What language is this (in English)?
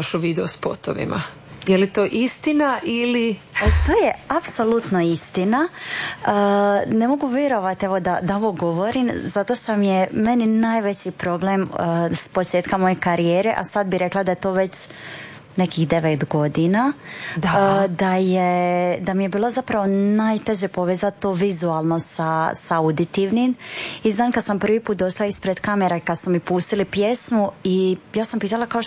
Croatian